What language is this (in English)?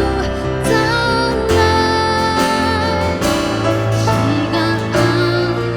Atayal